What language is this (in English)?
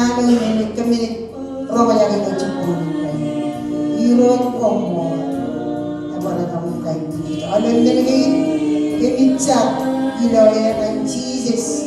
Marshallese